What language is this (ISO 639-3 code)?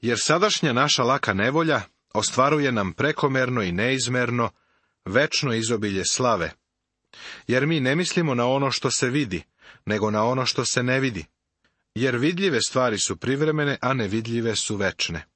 srp